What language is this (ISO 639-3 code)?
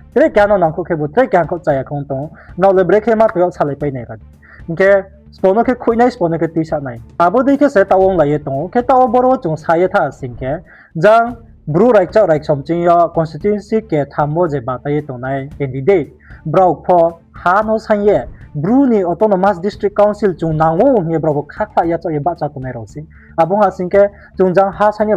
ria